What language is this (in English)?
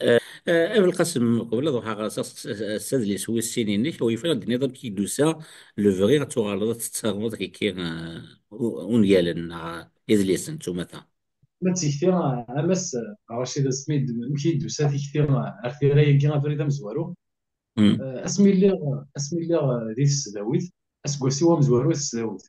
Kabyle